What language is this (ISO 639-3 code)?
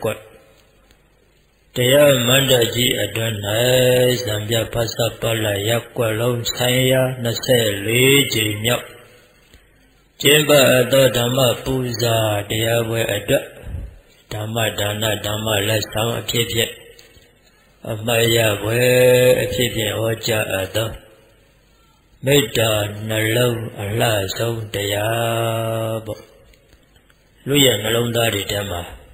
mya